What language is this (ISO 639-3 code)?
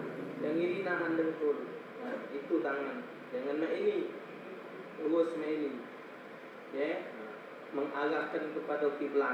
mui